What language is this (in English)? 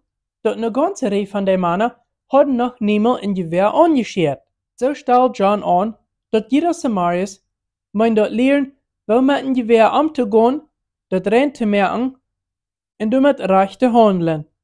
Plautdietsch